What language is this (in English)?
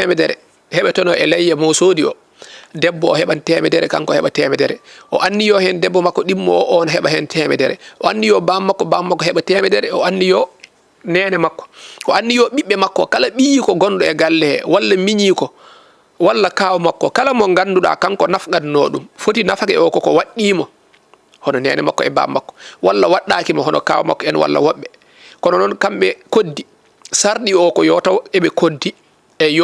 Fula